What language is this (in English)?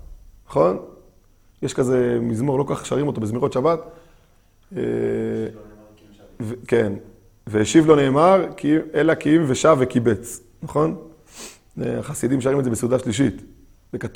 Hebrew